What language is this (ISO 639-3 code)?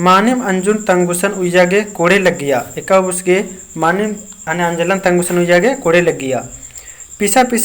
kru